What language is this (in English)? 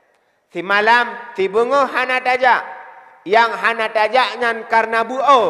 Achinese